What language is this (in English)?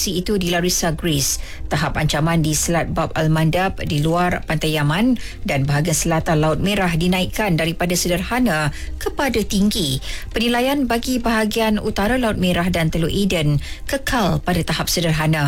Malay